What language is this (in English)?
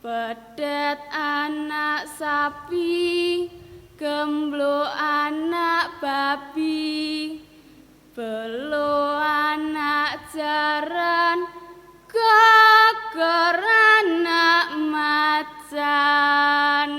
Javanese